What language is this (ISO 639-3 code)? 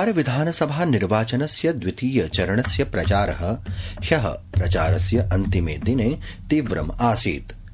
san